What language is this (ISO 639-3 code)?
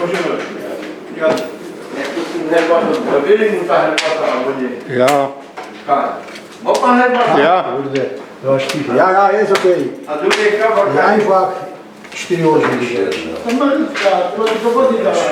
szl